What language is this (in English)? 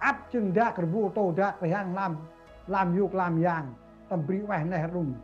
Central Mnong